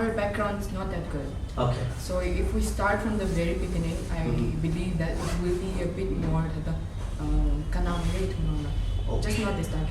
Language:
Tangkhul Naga (India)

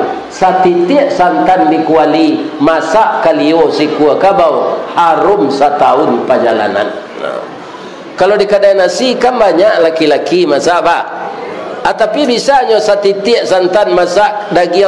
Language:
Minangkabau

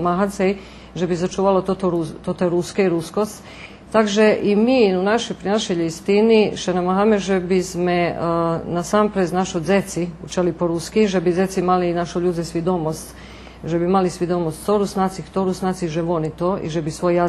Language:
Rusyn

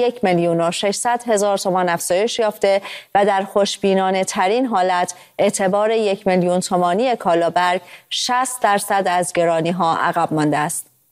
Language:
Persian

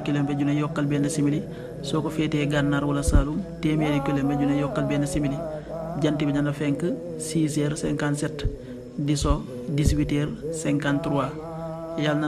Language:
Wolof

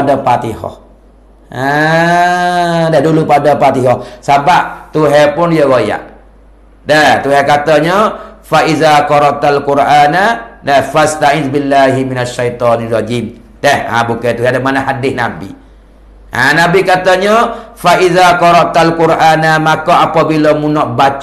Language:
Malay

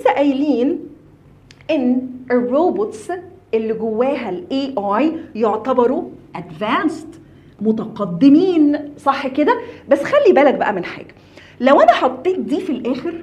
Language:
Egyptian Arabic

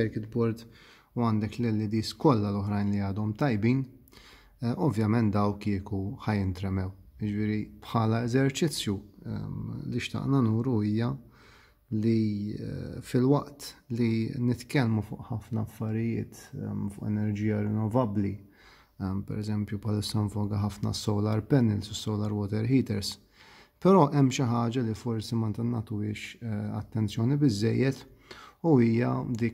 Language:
Maltese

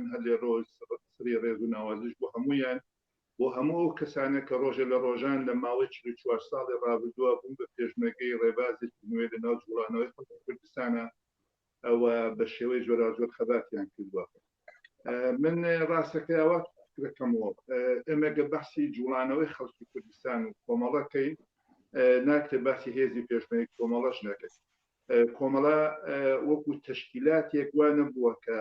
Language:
Central Kurdish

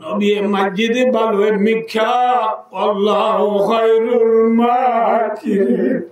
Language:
Rohingya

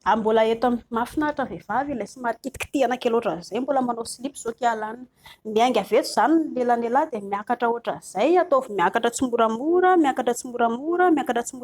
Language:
Malagasy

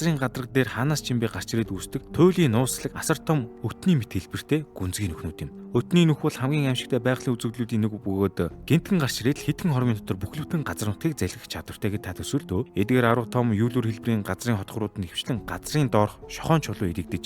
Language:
Mongolian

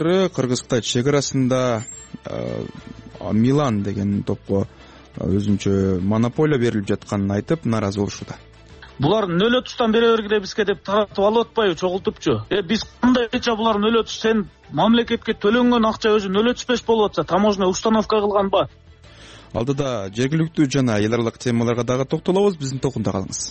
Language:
Kyrgyz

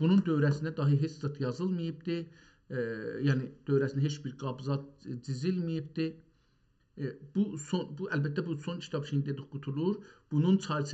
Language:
South Azerbaijani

